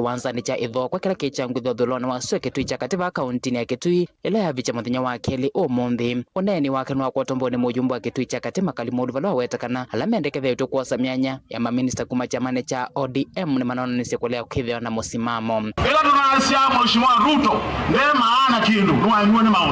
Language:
Kamba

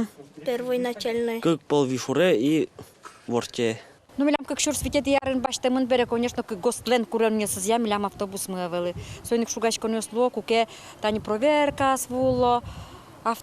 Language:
Udmurt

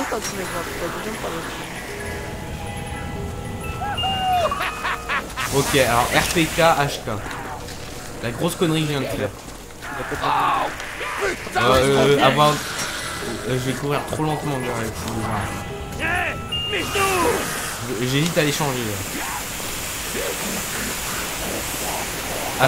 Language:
French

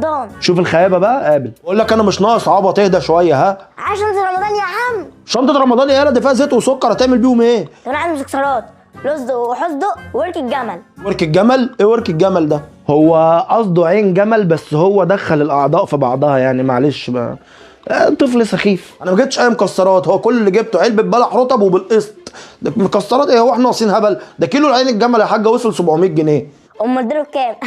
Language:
Egyptian Arabic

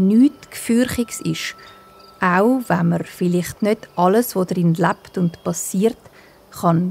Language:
Swiss German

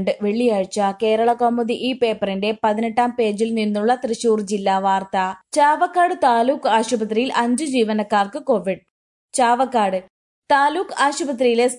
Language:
Malayalam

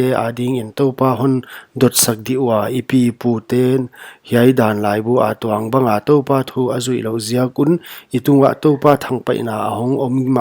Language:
Paite Chin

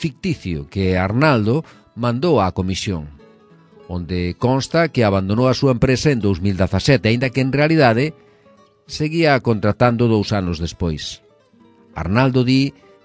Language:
Galician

